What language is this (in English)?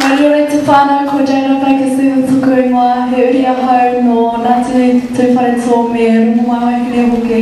Māori